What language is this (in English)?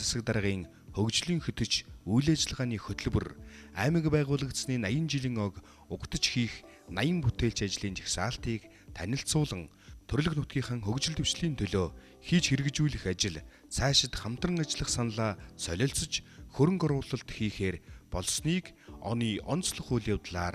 Mongolian